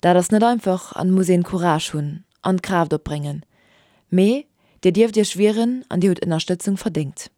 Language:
Luxembourgish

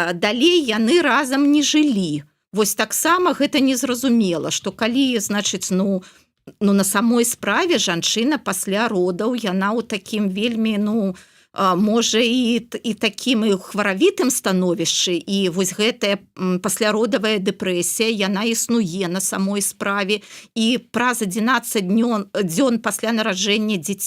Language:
Belarusian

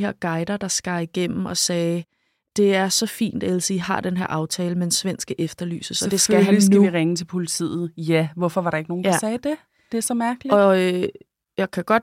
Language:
Danish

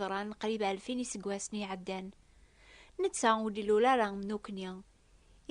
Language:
Kabyle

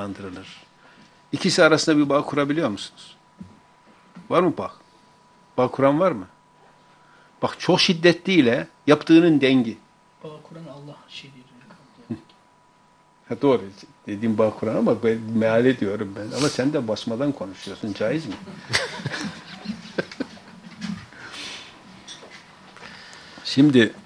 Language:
Turkish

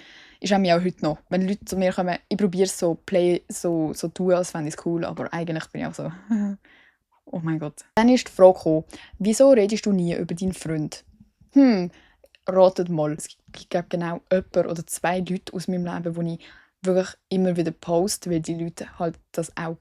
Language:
Swiss German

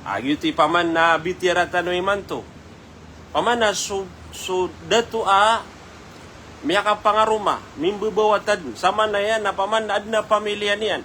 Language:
Maranao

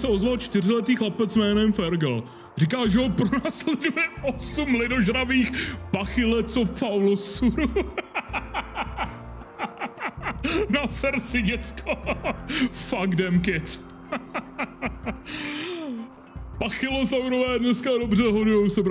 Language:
Czech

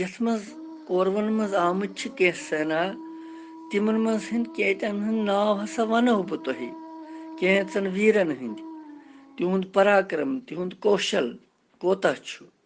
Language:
Kashmiri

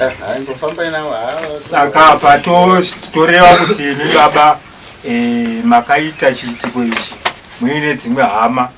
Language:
Shona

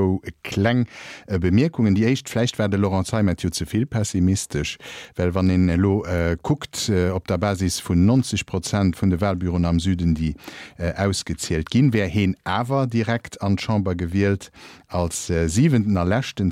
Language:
Luxembourgish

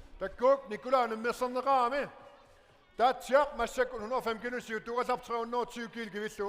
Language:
Kalaallisut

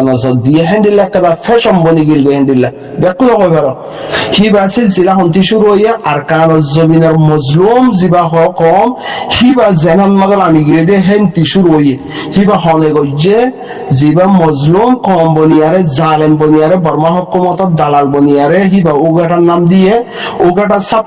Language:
Rohingya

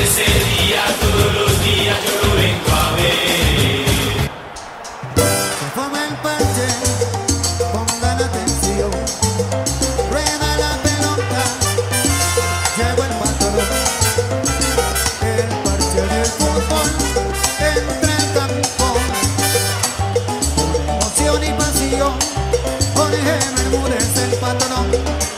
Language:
Spanish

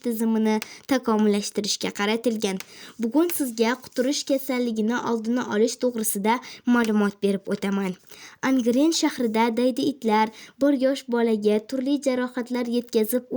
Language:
Uzbek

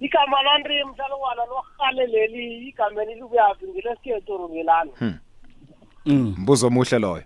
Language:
South Ndebele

